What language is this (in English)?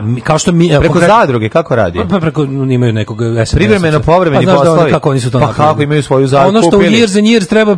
Serbian